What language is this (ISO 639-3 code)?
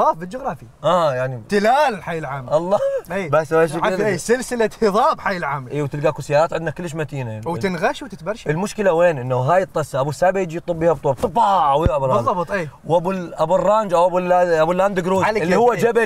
acm